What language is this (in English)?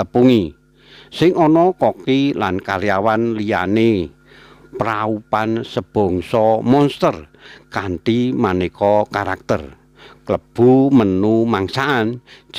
Javanese